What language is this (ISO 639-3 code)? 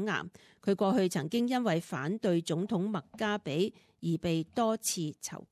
yue